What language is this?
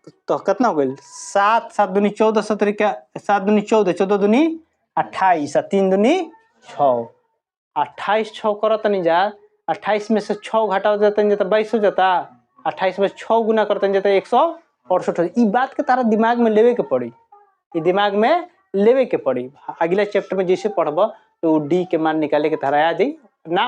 Bhojpuri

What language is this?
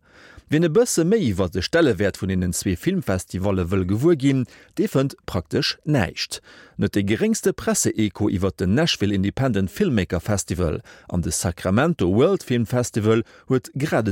Luxembourgish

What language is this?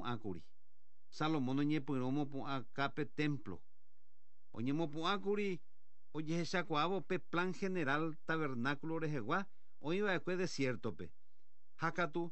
Guarani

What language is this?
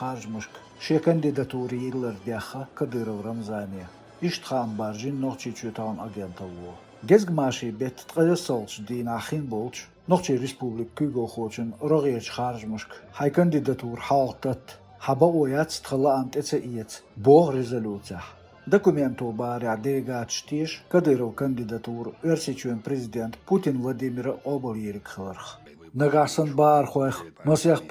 Chechen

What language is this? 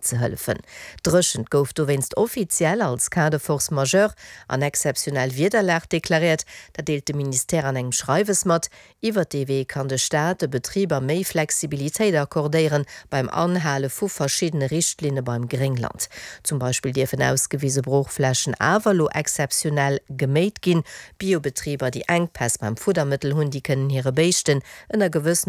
Luxembourgish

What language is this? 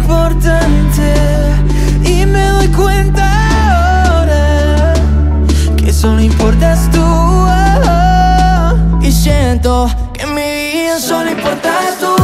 Spanish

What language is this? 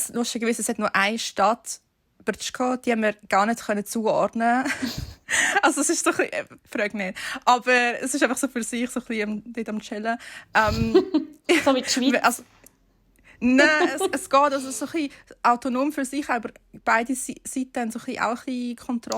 Swiss German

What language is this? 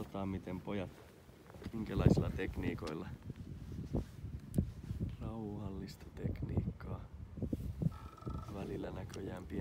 Finnish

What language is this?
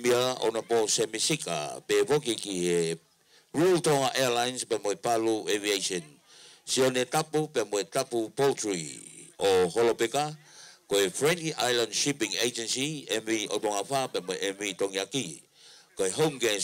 Tongan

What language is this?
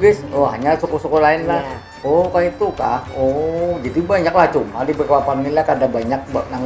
Banjar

